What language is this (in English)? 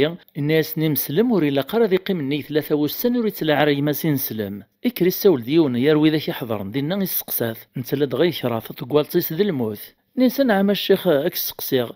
Kabyle